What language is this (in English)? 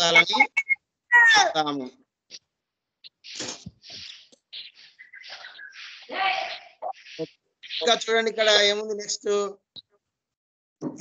Telugu